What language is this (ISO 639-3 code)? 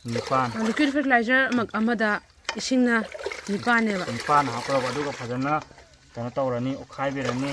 mni